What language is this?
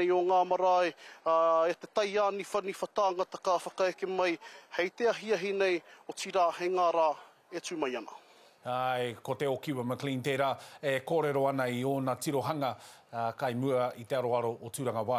Māori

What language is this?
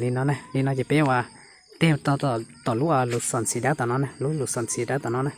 Hmong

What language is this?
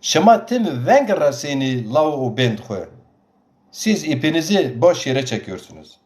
Zaza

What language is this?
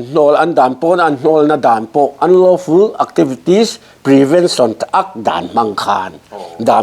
Mizo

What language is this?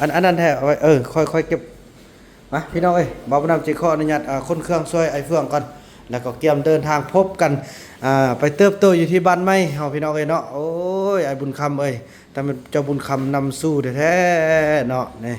Lao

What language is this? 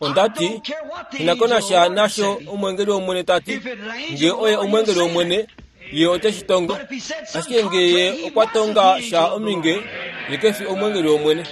Kuanyama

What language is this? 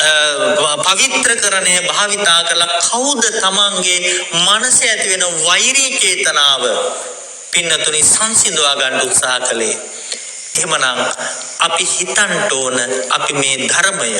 Sinhala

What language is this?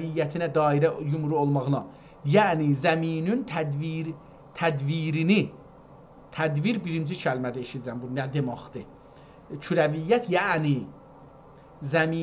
South Azerbaijani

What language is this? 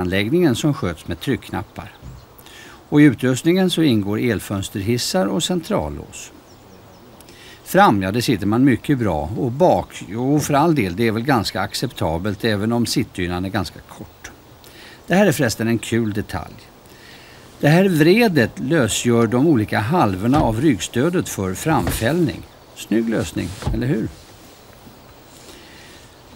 Swedish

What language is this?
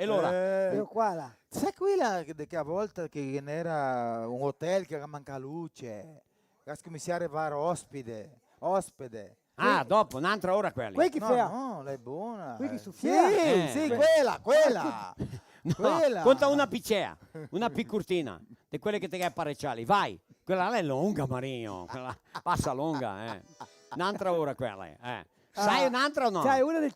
Venetian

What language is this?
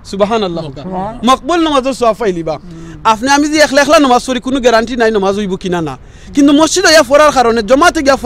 Sylheti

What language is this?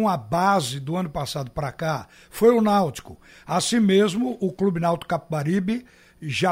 Portuguese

